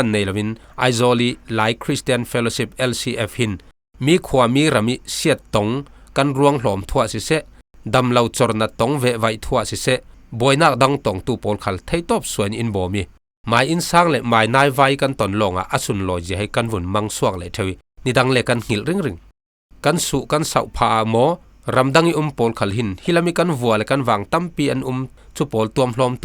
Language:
Falam Chin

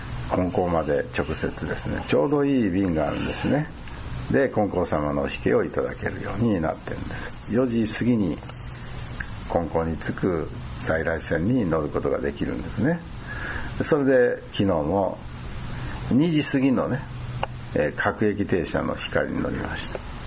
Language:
Japanese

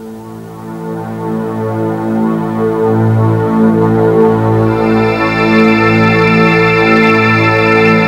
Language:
Finnish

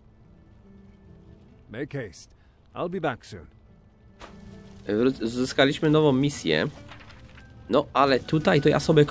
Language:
Polish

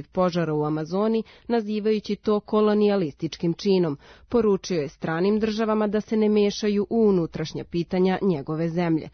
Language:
Serbian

